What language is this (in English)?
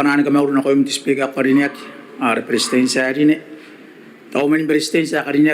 Gilbertese